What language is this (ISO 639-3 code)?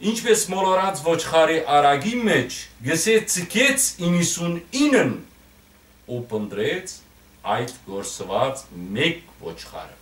hyw